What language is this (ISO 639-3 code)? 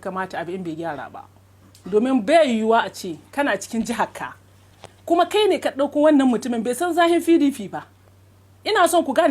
hau